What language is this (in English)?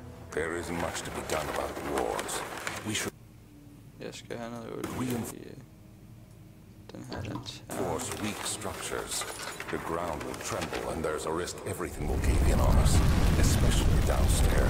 Danish